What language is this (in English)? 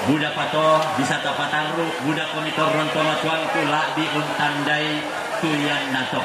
Toraja-Sa'dan